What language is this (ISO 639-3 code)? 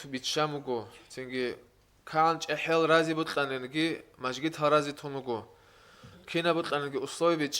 ava